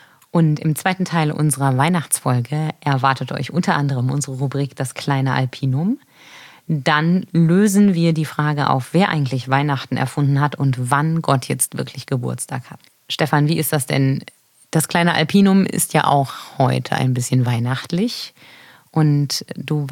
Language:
German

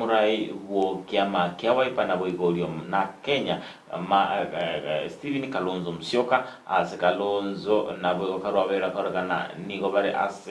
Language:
Gusii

